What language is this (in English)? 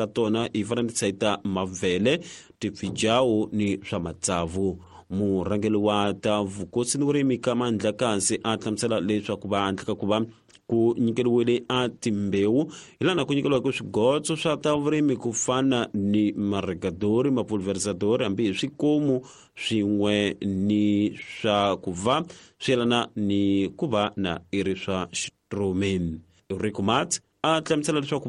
Tsonga